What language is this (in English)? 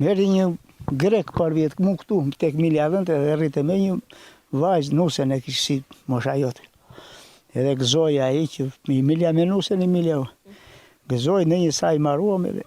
Albanian